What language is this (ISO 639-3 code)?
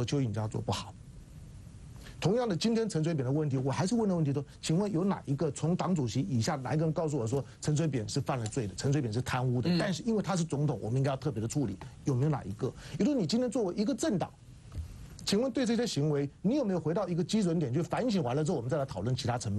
zho